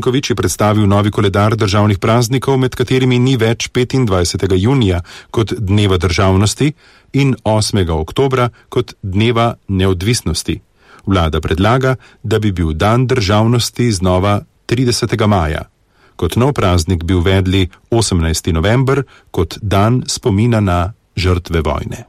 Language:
Slovenian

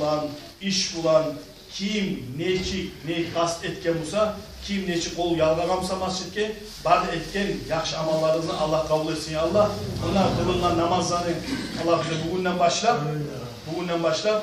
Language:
Kumyk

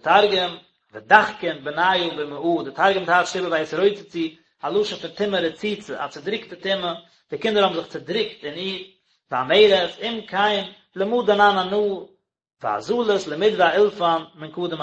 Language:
Yiddish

